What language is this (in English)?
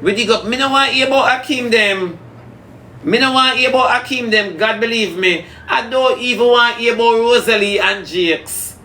Jamaican Creole English